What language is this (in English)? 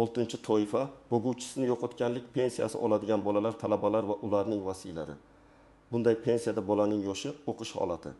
Uzbek